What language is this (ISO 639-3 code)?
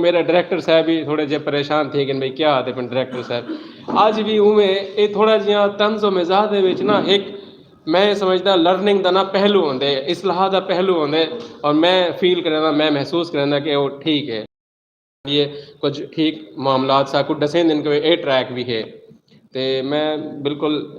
skr